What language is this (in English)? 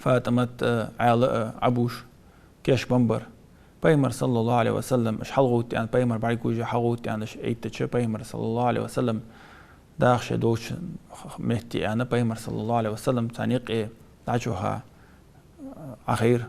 Ingush